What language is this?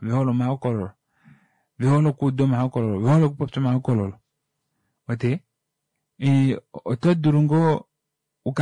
Kuanyama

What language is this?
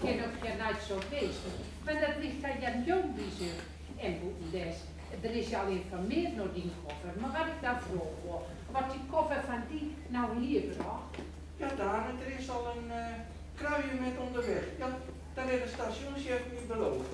Gronings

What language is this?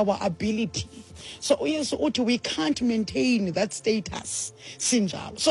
Xhosa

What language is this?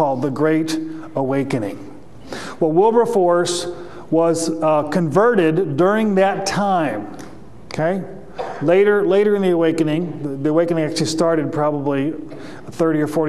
English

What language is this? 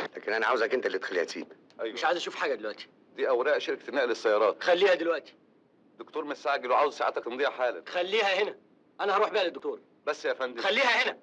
Egyptian Arabic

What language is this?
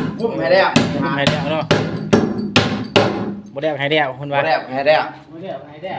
Lao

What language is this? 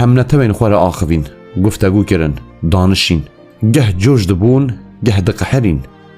Kurdish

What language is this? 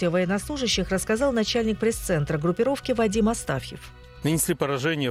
Russian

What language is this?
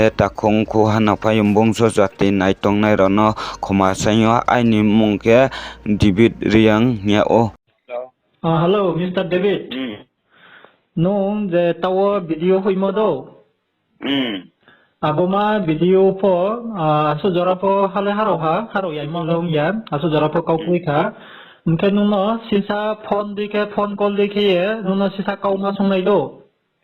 Riang (India)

